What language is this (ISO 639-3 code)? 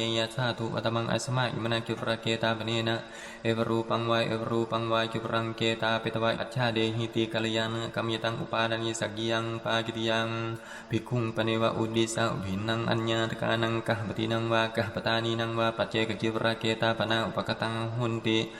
pli